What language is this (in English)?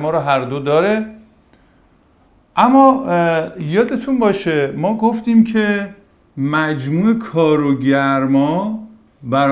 Persian